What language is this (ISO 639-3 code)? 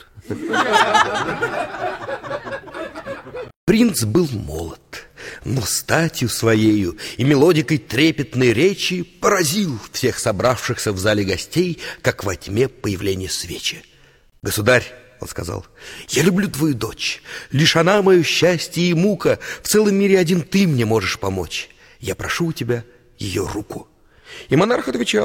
rus